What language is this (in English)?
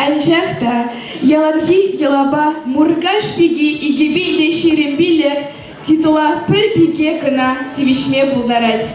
Chuvash